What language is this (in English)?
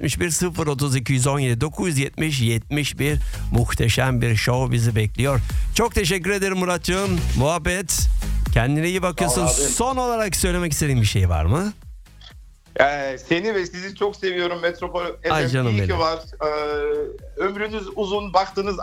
Turkish